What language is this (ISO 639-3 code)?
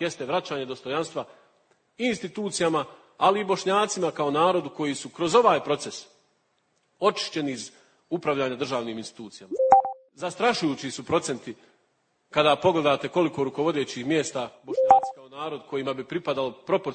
bos